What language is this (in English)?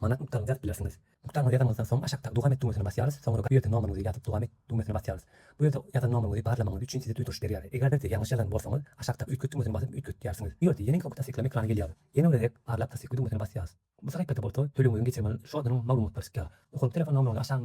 Turkmen